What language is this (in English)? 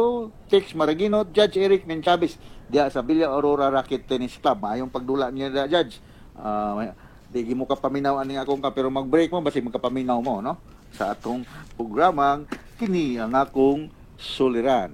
Cebuano